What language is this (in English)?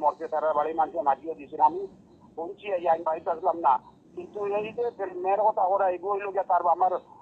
Sylheti